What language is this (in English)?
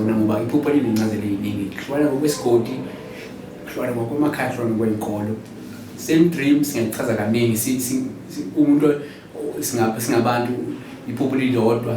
Zulu